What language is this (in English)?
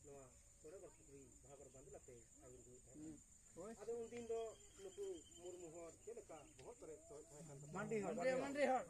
Santali